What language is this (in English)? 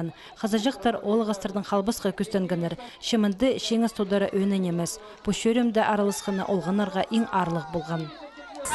Khakas